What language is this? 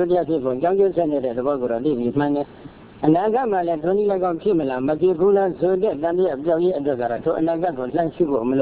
Burmese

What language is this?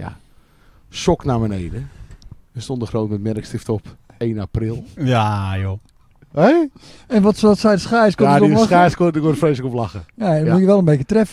Dutch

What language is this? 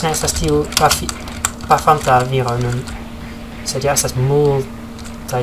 Esperanto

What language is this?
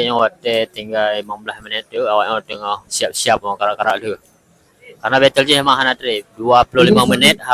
Achinese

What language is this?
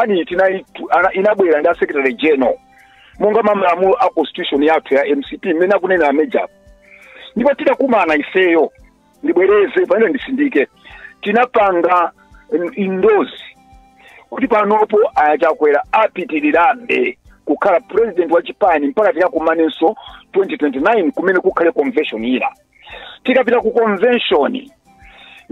Nyanja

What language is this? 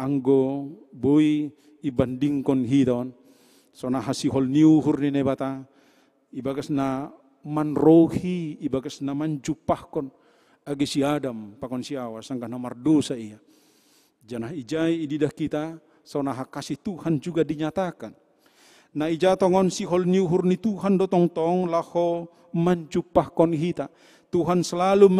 Batak Simalungun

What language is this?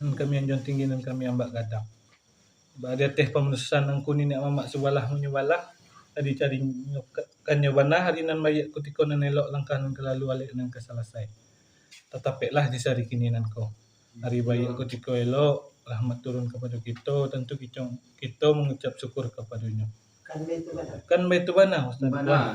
Minangkabau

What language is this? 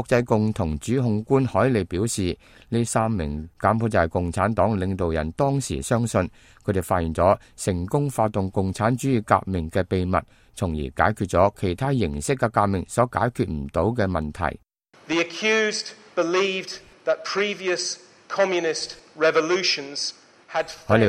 Cantonese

